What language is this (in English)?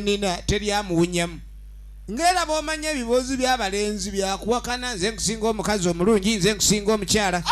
Soga